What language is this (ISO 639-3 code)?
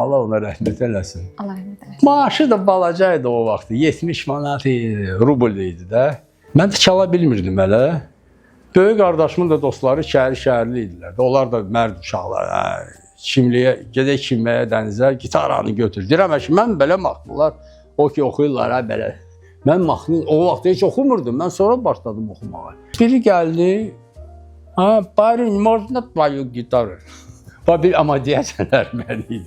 aze